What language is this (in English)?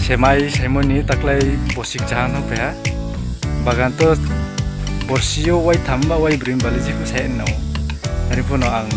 Riang (India)